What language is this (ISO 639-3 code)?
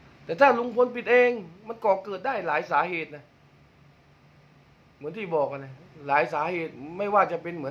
tha